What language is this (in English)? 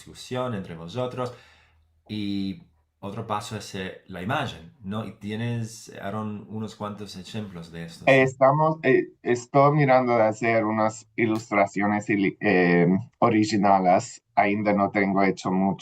Ladino